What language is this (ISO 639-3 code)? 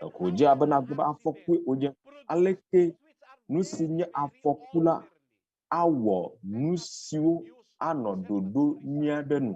ewe